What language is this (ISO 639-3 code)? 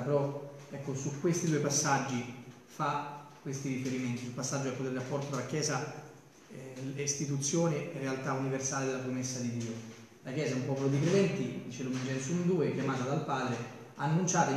ita